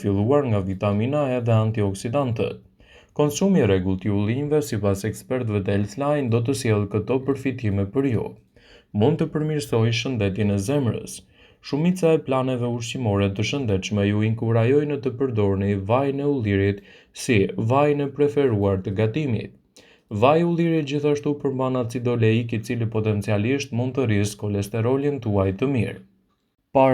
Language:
Albanian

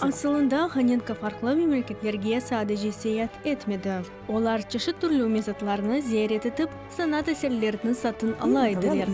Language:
Crimean Tatar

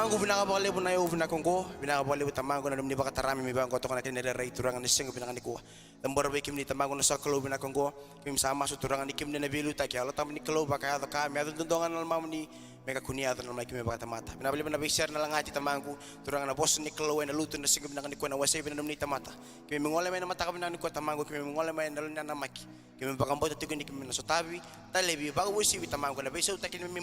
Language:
Fijian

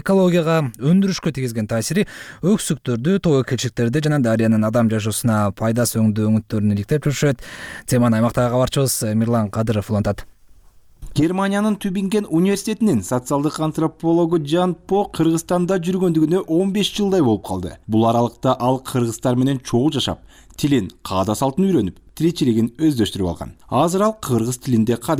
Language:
Kyrgyz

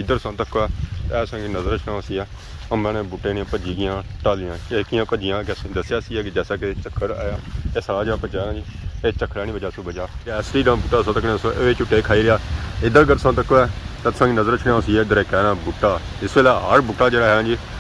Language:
Pahari-Potwari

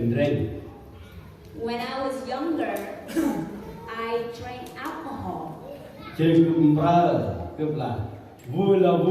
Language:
Central Mnong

